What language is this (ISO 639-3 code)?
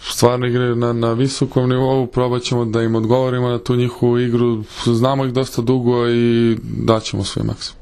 srp